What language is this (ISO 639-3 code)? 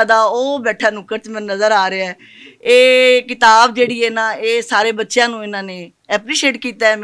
lah